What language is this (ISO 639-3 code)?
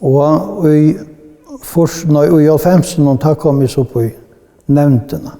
fao